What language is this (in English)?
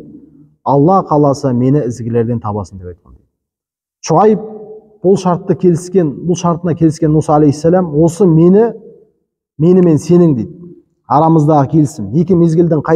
Kazakh